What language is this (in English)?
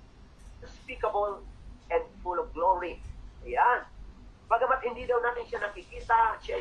Filipino